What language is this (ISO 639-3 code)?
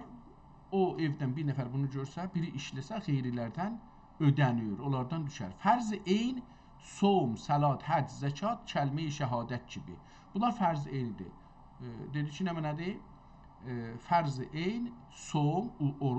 azb